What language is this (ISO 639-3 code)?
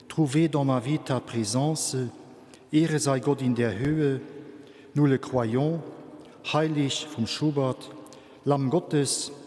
ltz